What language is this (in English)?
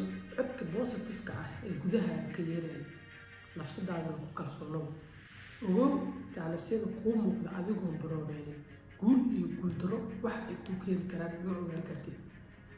Somali